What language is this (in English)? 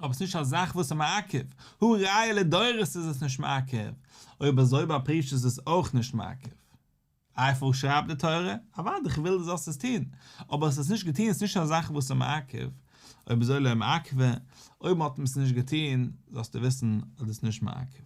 Yiddish